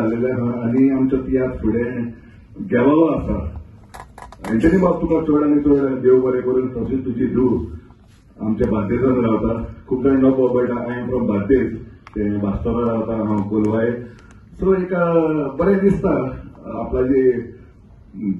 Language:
Konkani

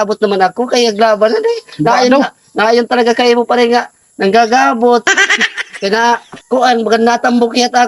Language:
Waray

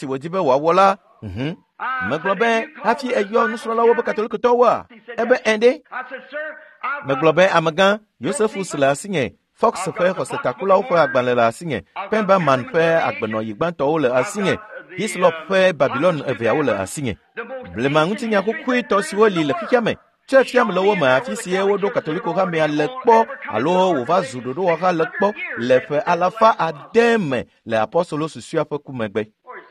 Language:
Ewe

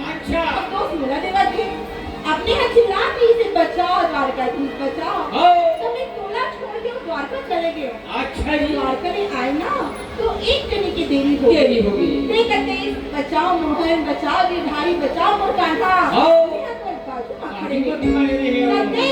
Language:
Chhattisgarhi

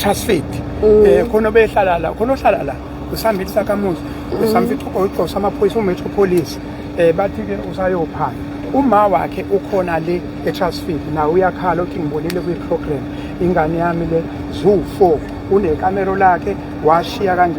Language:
Zulu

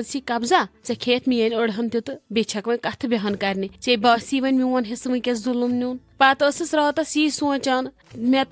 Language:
Kashmiri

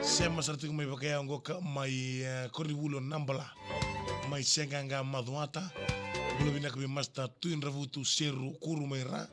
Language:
Fijian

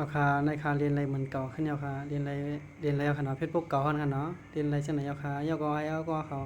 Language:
Shan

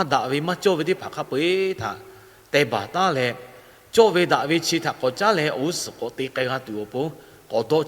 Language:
Lahu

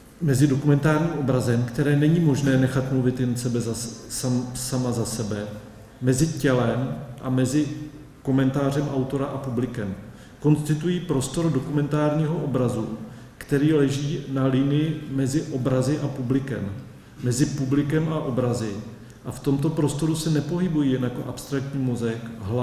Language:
Czech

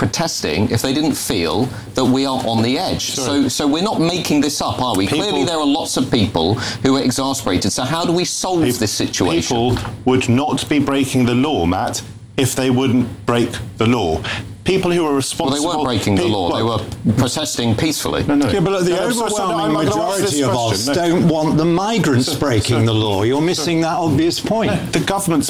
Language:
English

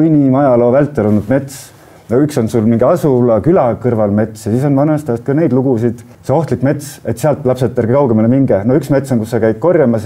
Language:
Estonian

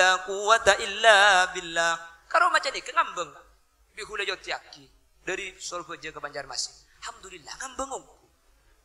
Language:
Madurese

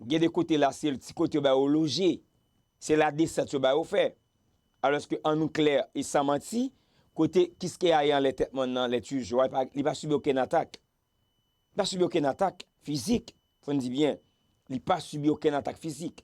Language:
Haitian Creole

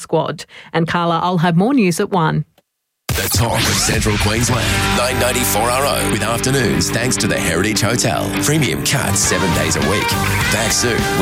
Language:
English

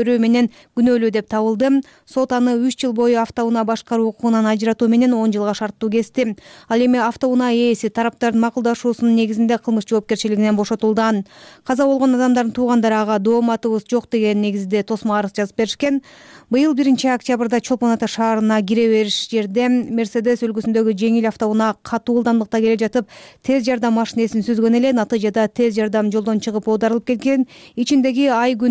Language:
Kyrgyz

